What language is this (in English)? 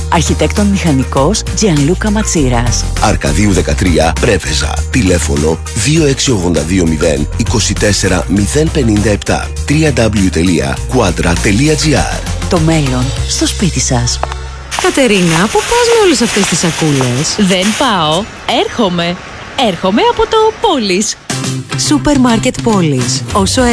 Greek